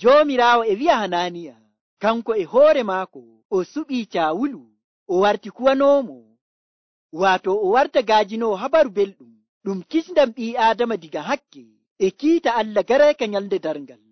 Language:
Nigerian Fulfulde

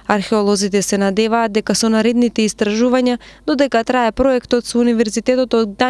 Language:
Macedonian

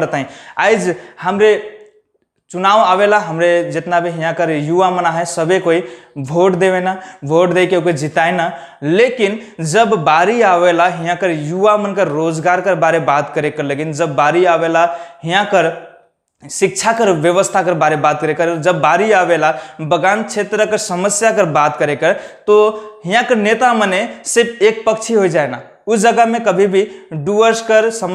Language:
Sadri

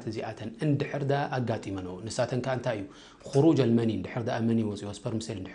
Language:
Tigrinya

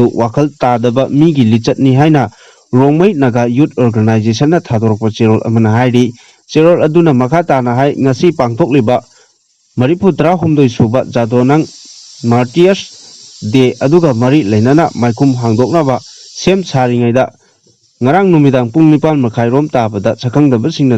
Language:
Manipuri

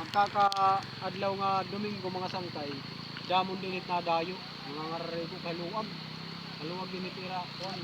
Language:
Waray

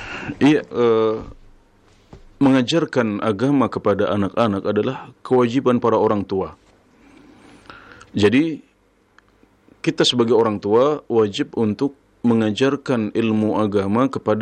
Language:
Indonesian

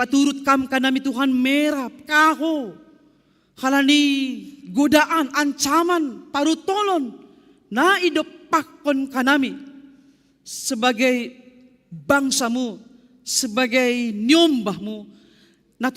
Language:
Batak Simalungun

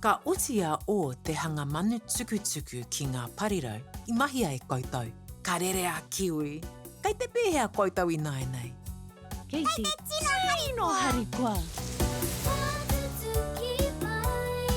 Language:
Māori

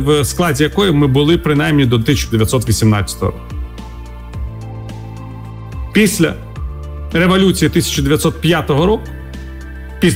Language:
Ukrainian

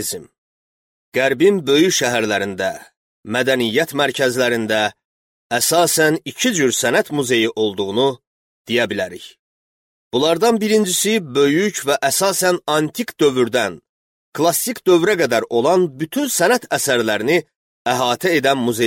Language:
Azerbaijani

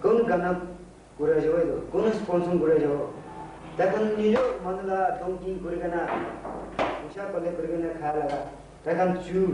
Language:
Naga Pidgin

